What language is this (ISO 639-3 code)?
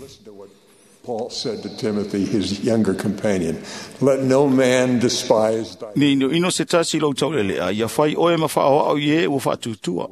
smo